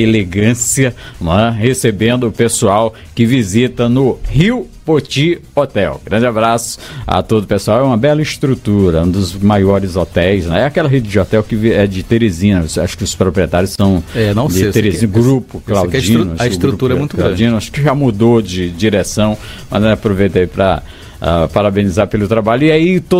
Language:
Portuguese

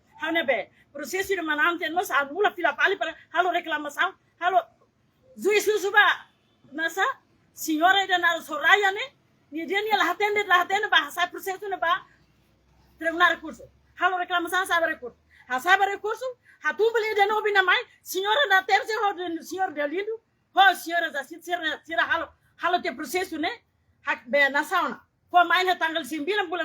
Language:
Tetum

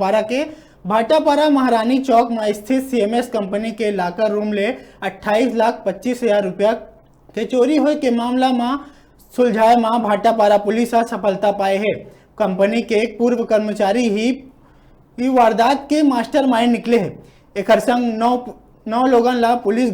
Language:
Chhattisgarhi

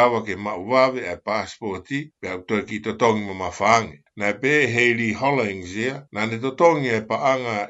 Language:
Tongan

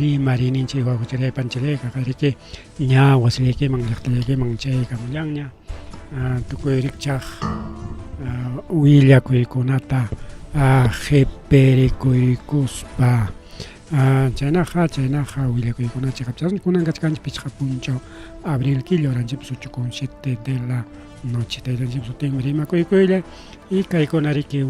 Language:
Ayacucho Quechua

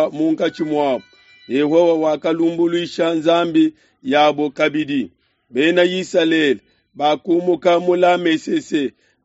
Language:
Luba-Lulua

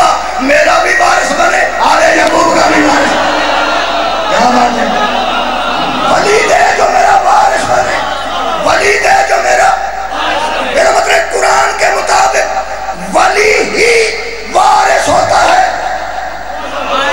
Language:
Urdu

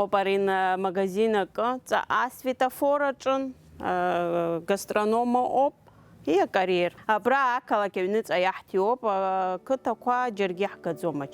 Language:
Abkhazian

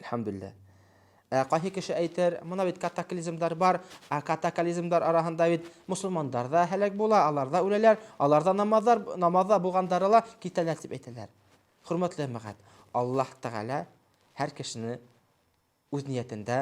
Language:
Bashkir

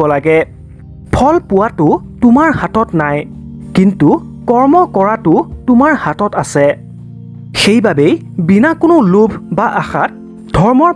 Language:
Assamese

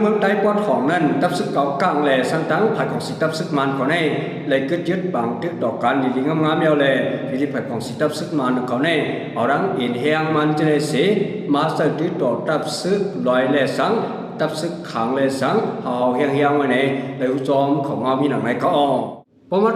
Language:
Shan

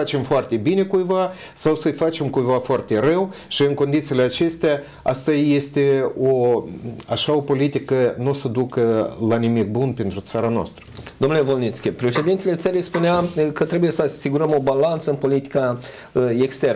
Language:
Romanian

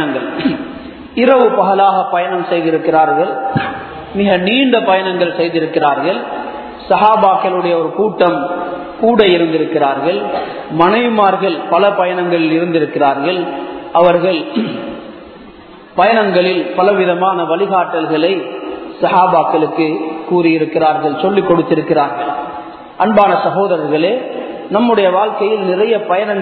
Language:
Tamil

